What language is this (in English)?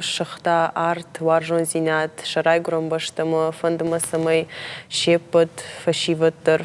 Ossetic